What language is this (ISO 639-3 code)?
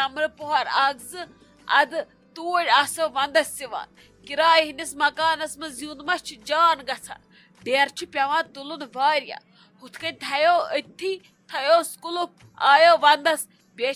kas